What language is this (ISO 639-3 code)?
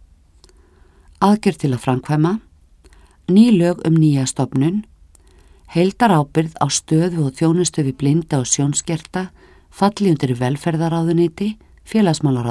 isl